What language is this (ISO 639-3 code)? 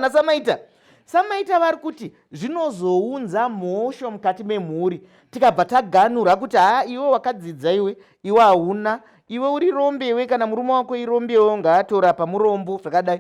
sna